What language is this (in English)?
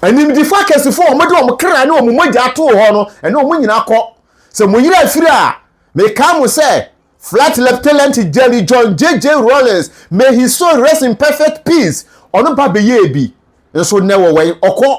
Akan